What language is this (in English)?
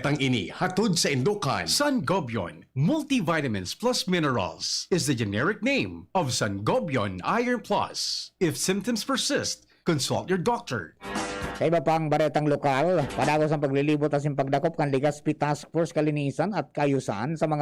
Bikol